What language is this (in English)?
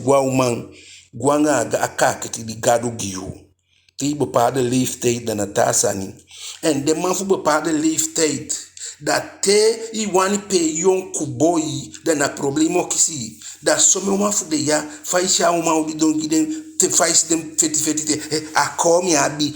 Eastern Maroon Creole